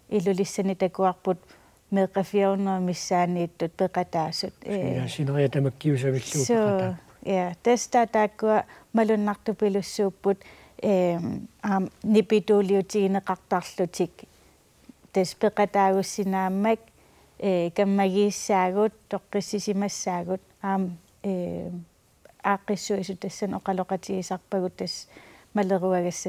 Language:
Kalaallisut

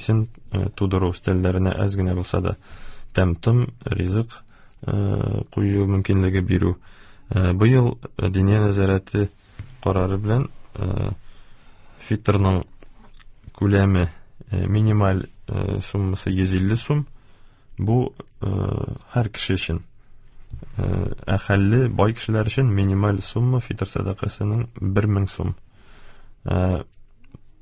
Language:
Tatar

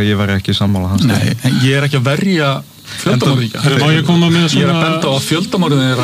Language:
Icelandic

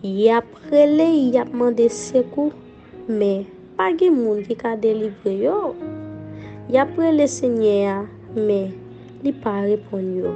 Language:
Haitian Creole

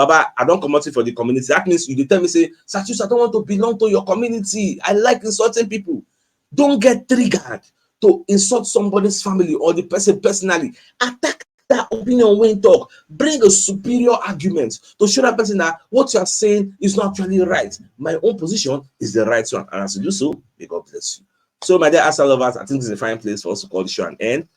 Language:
Nigerian Pidgin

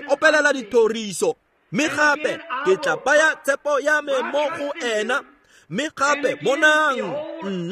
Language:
Tswana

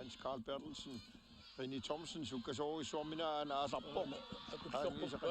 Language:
Kalaallisut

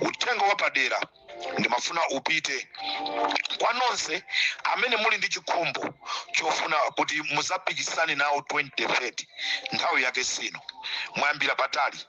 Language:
Nyanja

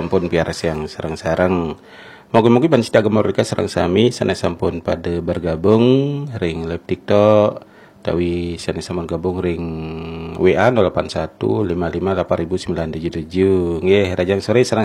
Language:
Balinese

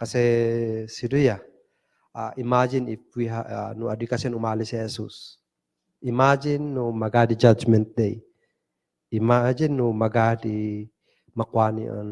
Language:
Kankanaey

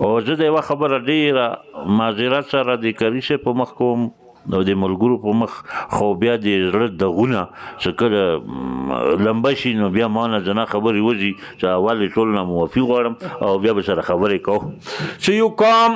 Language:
Pashto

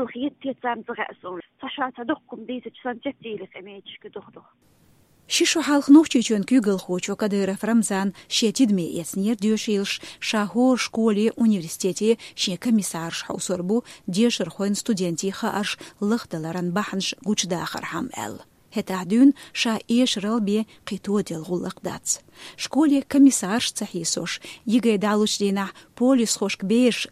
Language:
Chechen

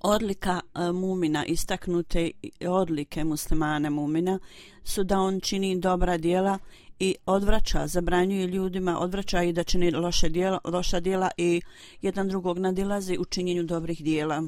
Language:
Bosnian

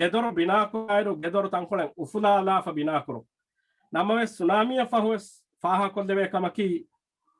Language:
Divehi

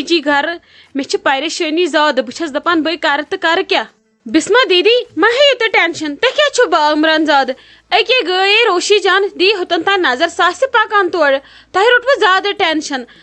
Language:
Kashmiri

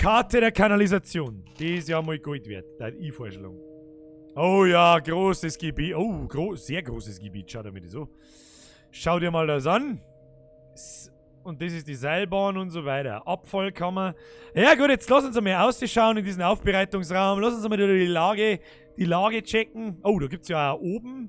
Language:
Bavarian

